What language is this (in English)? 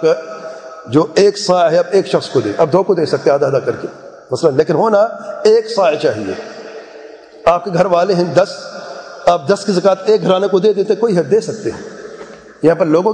Urdu